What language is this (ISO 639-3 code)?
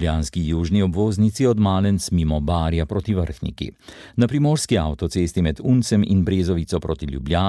slv